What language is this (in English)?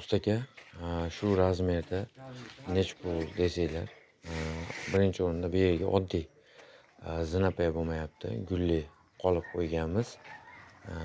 Uzbek